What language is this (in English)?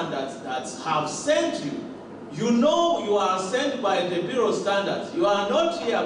Tswana